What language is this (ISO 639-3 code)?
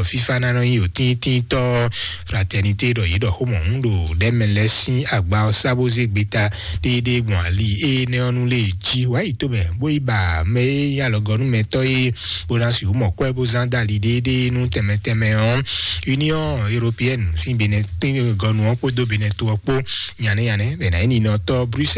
fon